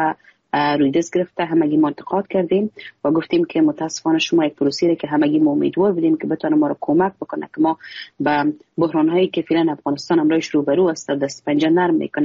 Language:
Persian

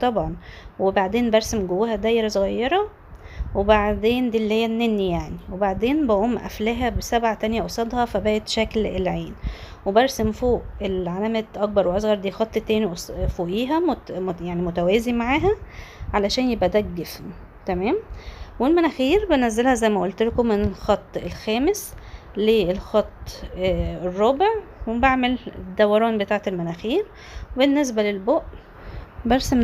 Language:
Egyptian Arabic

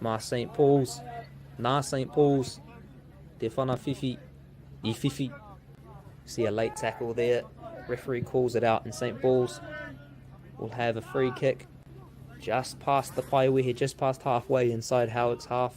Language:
Māori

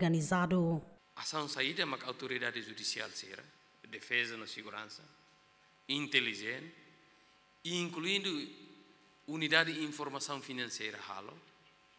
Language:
Tetum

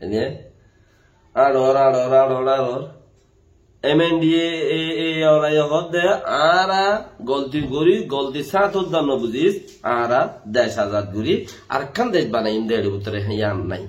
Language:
Rohingya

